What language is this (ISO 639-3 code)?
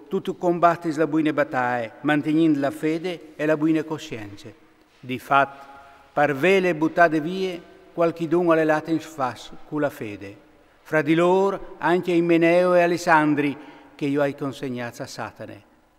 fur